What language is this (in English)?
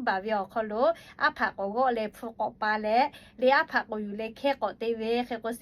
Lahu